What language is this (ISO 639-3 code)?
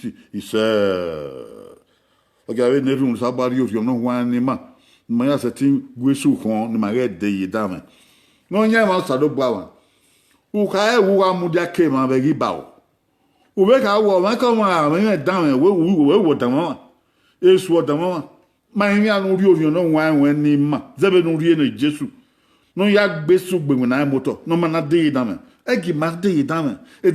bin